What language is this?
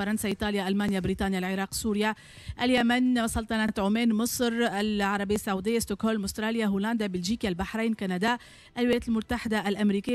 Tunisian Arabic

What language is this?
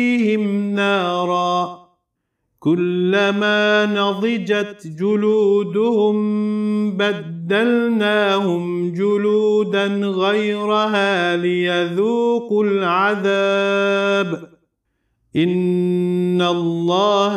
Arabic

